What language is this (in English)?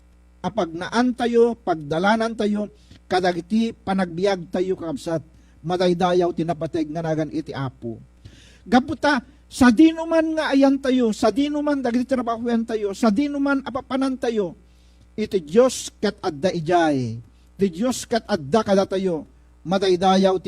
Iloko